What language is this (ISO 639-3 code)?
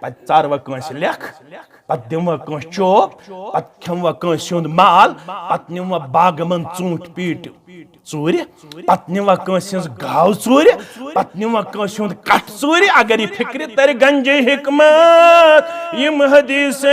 kas